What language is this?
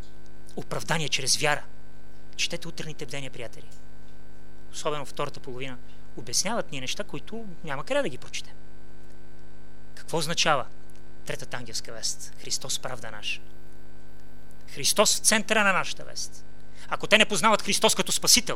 Bulgarian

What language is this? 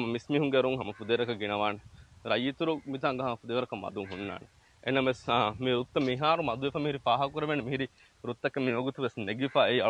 Divehi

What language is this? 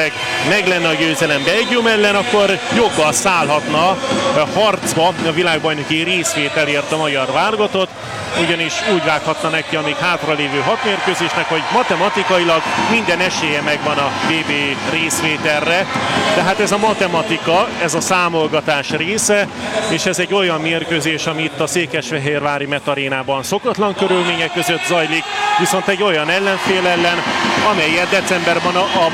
Hungarian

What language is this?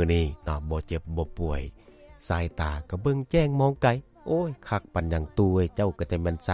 Lao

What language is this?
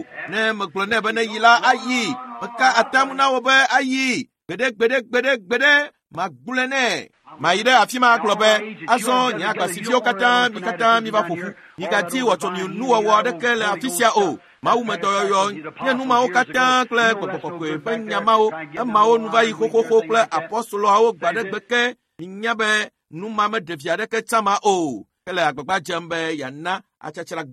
Ewe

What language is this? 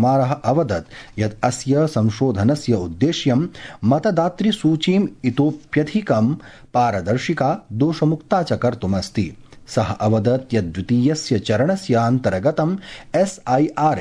Sanskrit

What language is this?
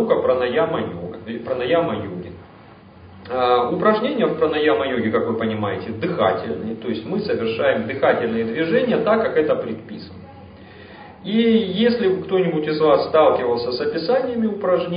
Russian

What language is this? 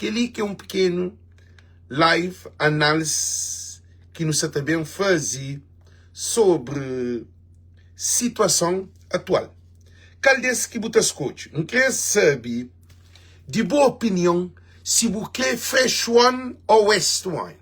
Kabuverdianu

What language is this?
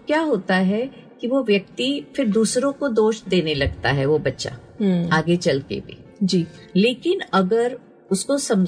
Hindi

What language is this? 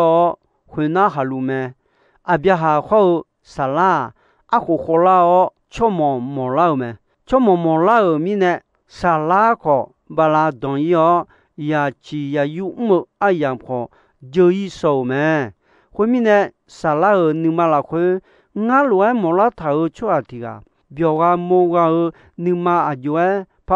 Akha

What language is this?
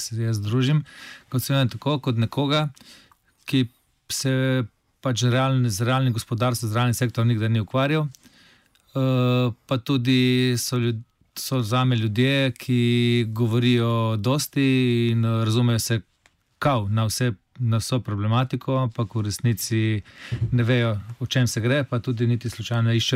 Slovenian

